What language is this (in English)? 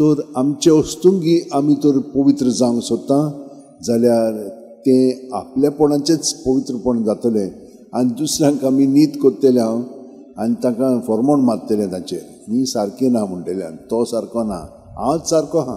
Konkani